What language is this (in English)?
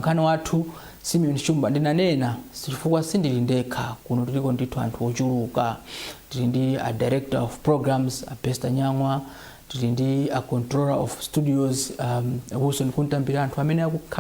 Nyanja